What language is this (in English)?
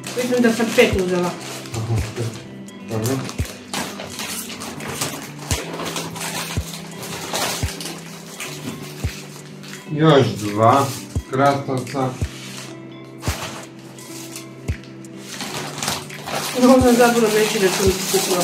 Croatian